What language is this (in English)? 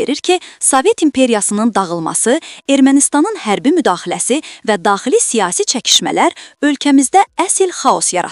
Azerbaijani